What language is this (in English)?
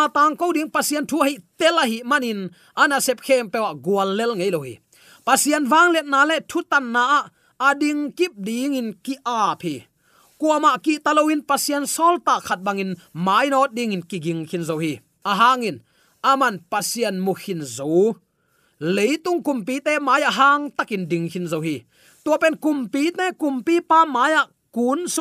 Tedim Chin